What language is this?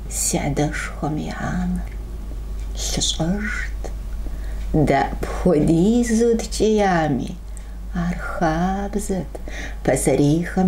Kabardian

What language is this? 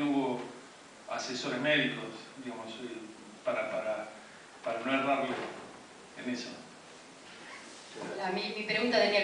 Spanish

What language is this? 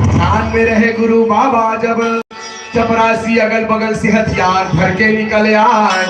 Chhattisgarhi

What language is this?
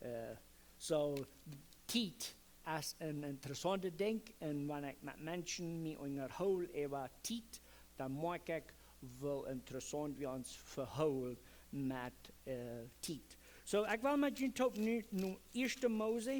Plautdietsch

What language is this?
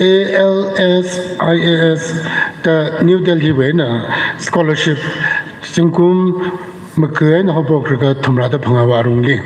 Tangkhul Naga (India)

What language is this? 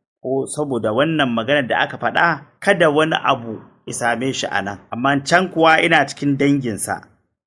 Hausa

